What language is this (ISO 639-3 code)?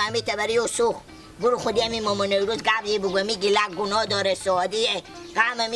haz